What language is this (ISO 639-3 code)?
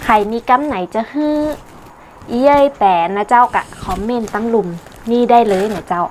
nod